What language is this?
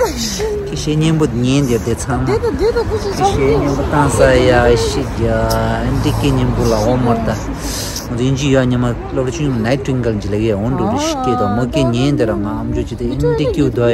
Tibetan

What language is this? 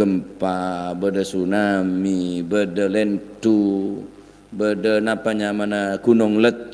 Madurese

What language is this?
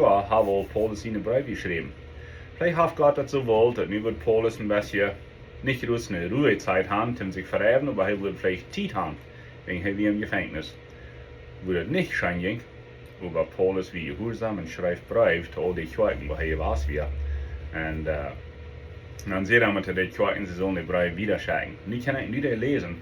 Plautdietsch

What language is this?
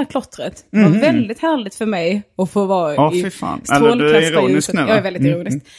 Swedish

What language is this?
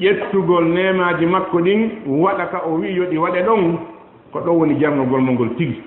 Fula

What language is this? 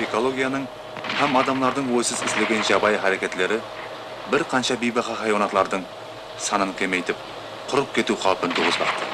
Kara-Kalpak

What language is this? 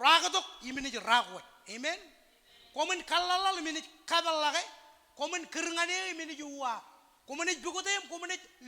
Marshallese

